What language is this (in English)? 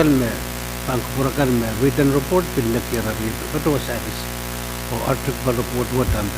Pohnpeian